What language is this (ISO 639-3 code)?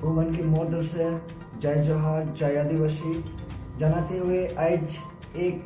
sck